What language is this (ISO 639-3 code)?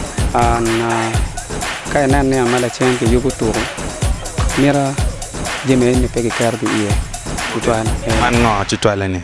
ach